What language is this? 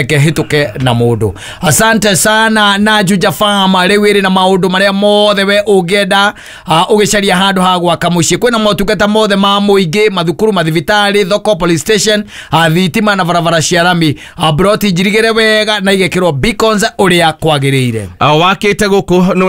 Kikuyu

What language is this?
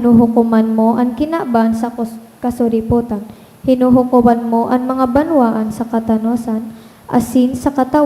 Bikol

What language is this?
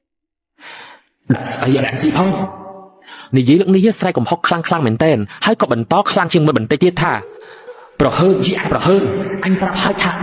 Khmer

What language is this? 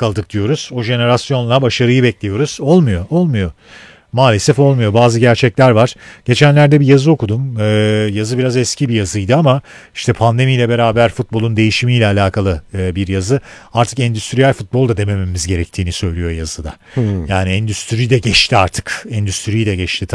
Turkish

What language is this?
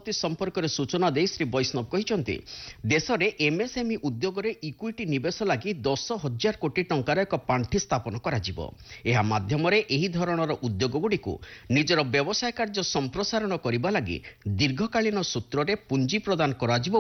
Odia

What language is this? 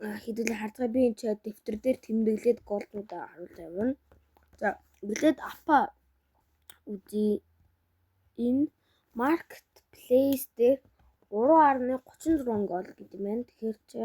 Mongolian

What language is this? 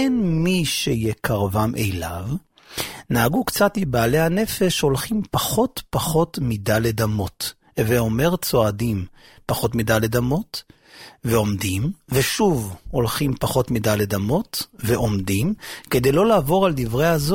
Hebrew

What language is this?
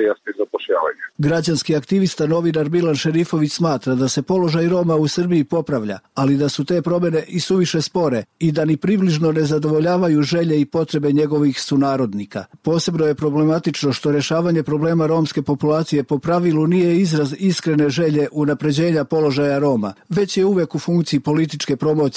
Serbian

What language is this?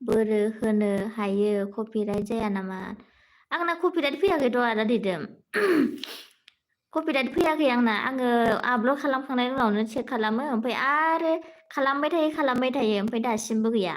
Bodo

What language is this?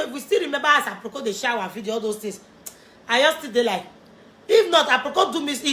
Nigerian Pidgin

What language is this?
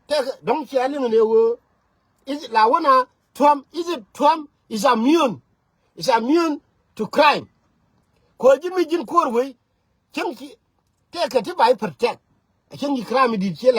Nuer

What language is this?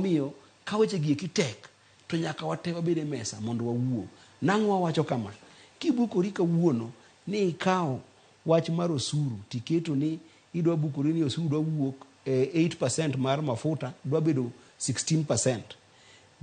Luo (Kenya and Tanzania)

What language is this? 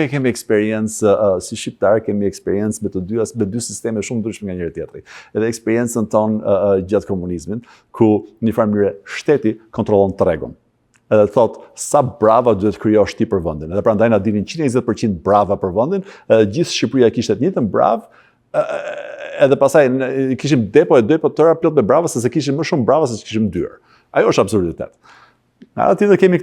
Albanian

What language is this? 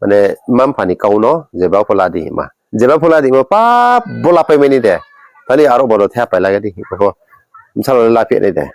Riang (India)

